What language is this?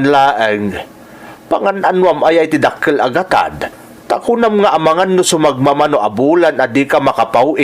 Iloko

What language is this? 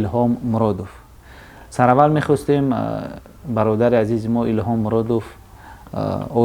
Tajik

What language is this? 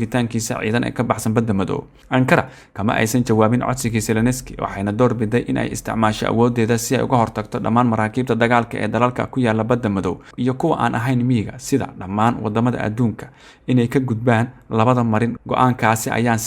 Somali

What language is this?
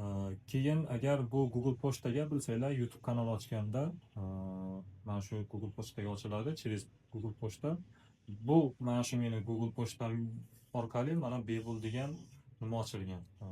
Uzbek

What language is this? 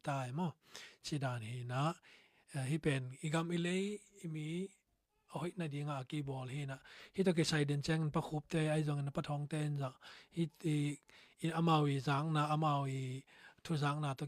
Tedim Chin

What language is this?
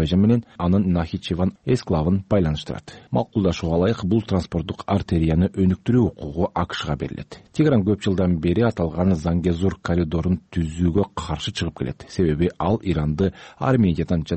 Kyrgyz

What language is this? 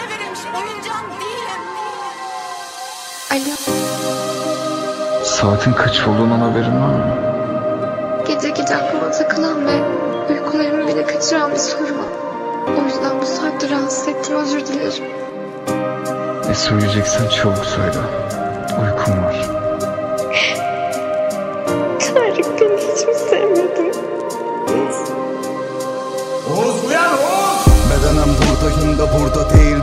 Turkish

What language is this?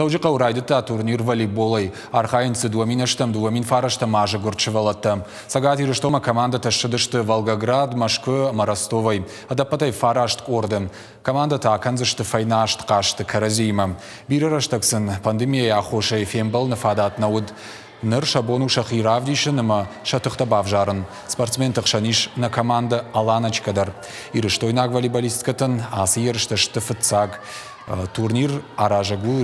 Ossetic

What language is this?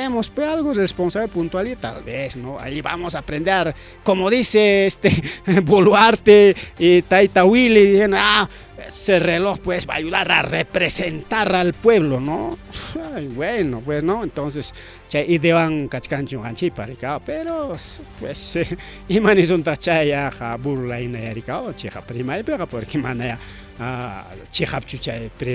Ayacucho Quechua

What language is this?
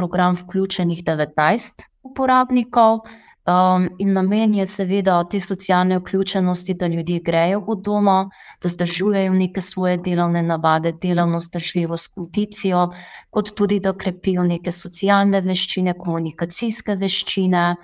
Slovenian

